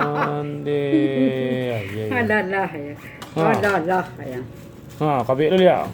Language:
Minangkabau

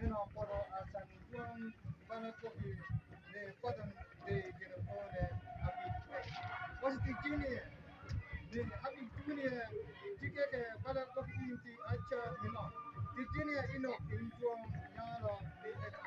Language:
Mabaan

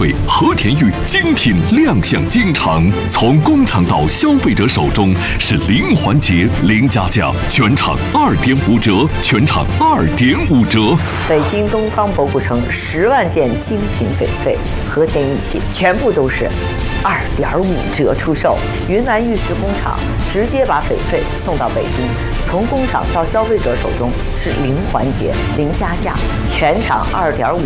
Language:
Chinese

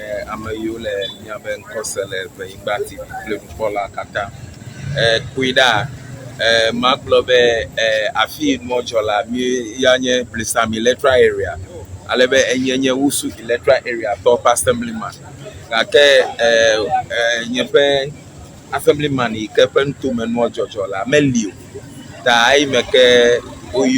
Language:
Ewe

